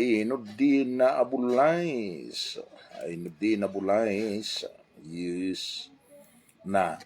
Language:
Maranao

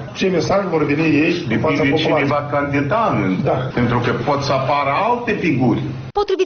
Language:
Romanian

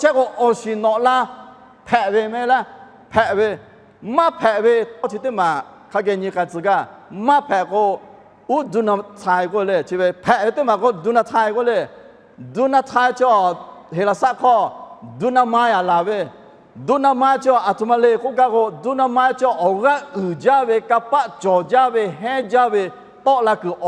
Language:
Lahu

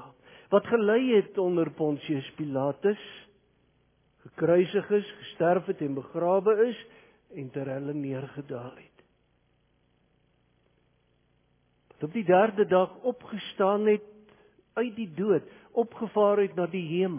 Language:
Afrikaans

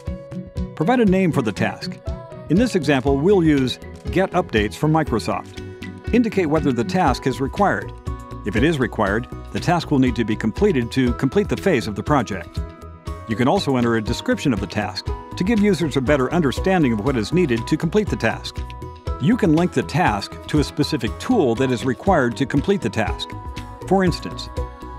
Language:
English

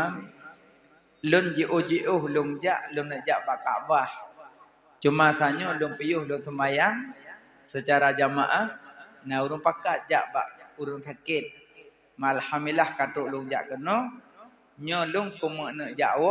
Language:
Achinese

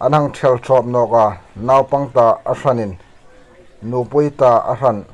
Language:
Hmar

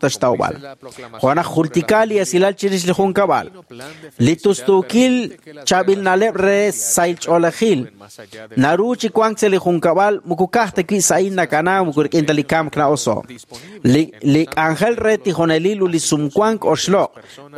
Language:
Kekchí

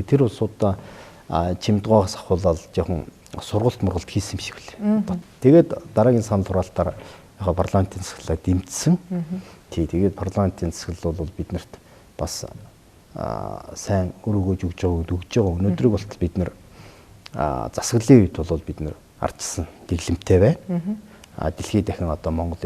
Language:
Mongolian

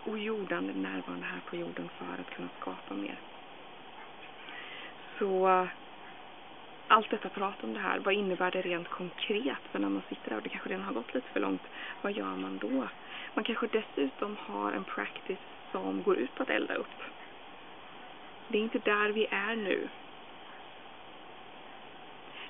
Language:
Swedish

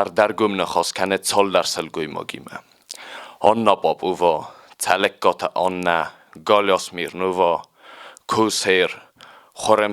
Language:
Ossetic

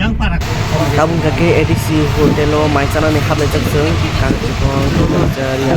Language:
Kok Borok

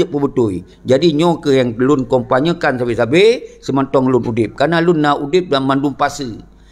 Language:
Achinese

